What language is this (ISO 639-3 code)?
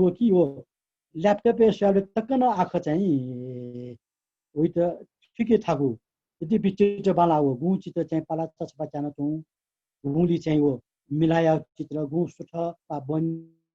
new